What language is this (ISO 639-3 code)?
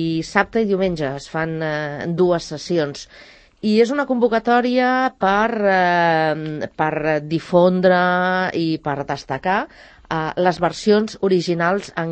cat